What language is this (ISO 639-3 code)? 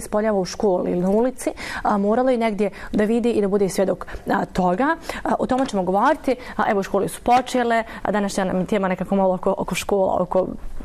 bos